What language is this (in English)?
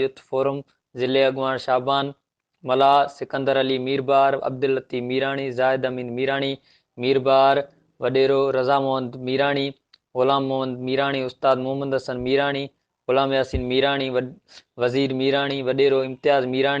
Sindhi